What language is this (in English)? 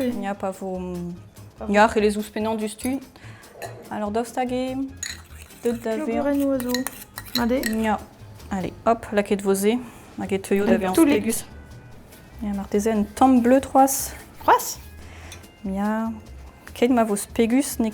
Breton